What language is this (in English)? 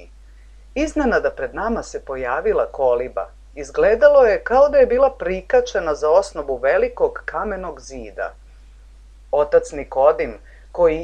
Serbian